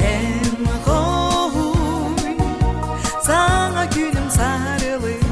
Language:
Yakut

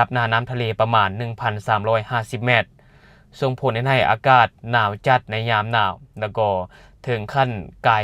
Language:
Lao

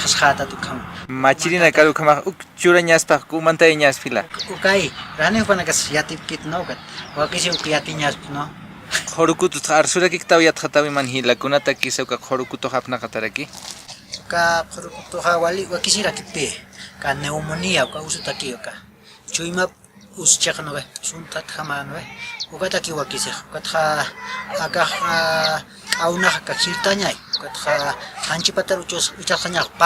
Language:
Aymara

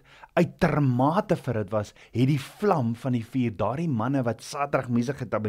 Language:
Afrikaans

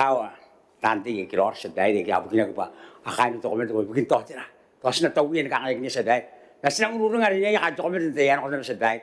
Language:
Gilbertese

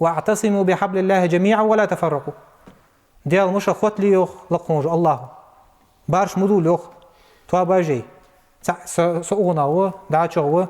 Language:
Ingush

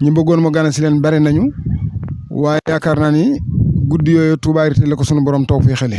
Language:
Wolof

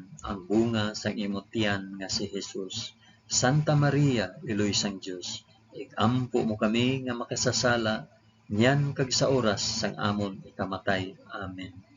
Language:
Hiligaynon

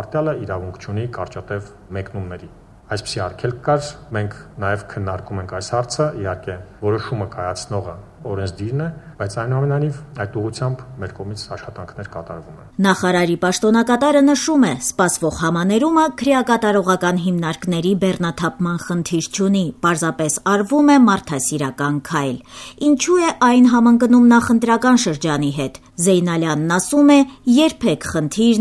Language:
Armenian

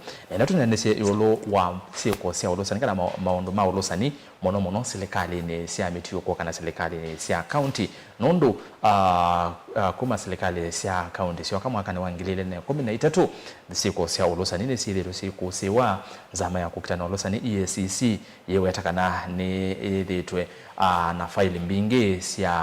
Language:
Kamba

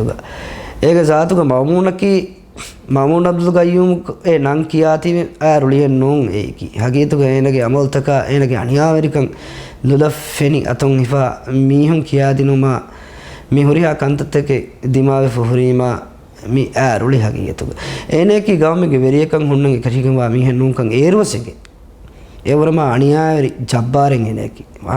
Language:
Divehi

